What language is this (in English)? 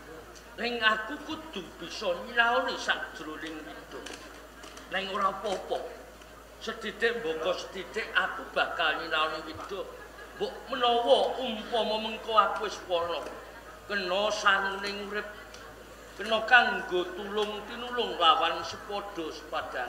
Javanese